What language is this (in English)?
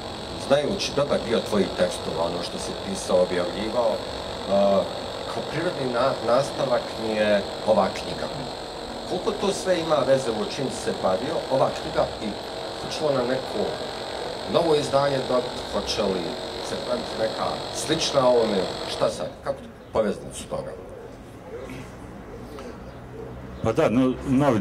Bosnian